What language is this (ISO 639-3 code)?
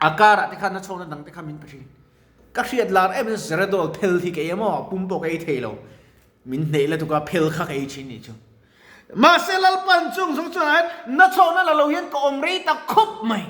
lus